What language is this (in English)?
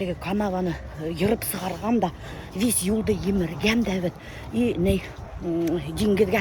Bashkir